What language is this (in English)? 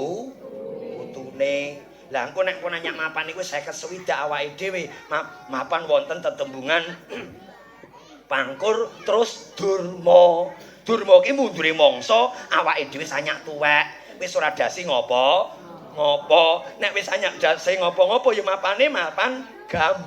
Javanese